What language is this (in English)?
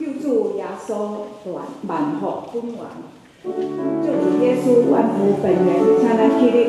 Min Nan Chinese